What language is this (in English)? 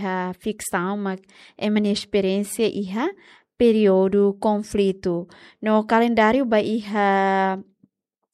Tetum